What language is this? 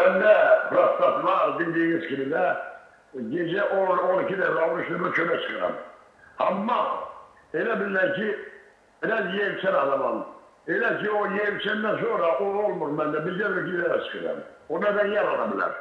Azerbaijani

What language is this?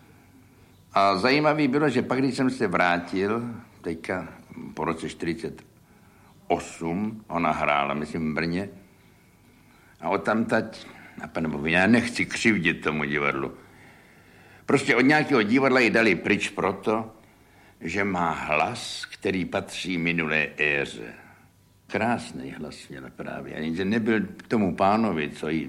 Czech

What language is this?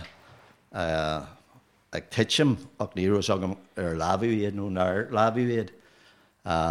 Irish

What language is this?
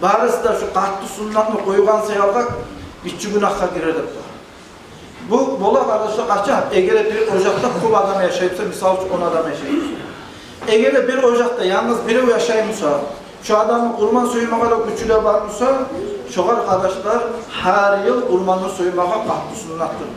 Kumyk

